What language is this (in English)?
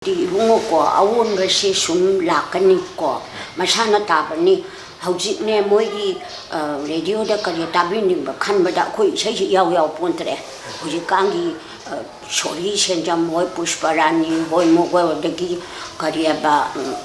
Manipuri